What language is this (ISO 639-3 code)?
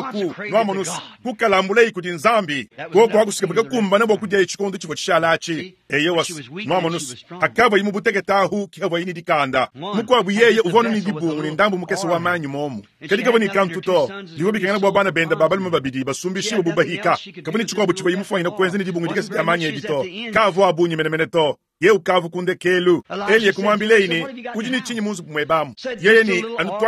lua